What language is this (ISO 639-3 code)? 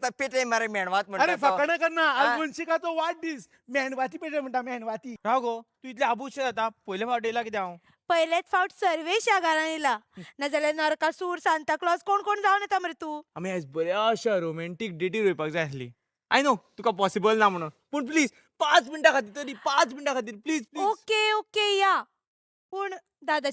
kok